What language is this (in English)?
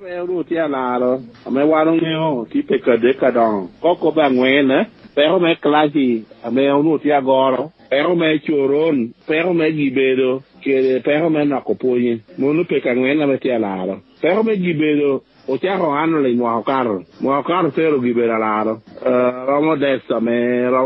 Lango (Uganda)